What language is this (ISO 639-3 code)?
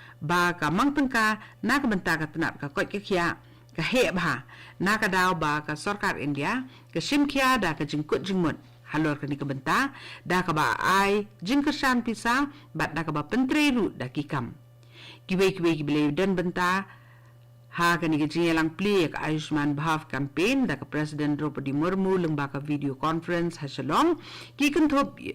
kha